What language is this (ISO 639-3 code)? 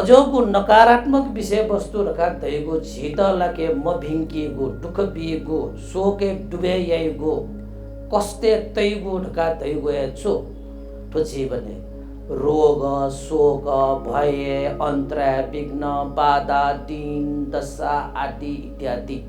new